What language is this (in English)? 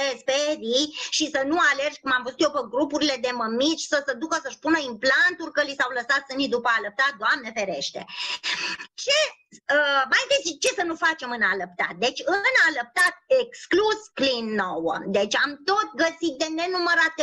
Romanian